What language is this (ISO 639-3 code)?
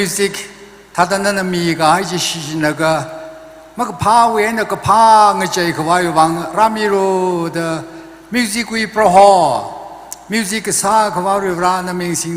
nmf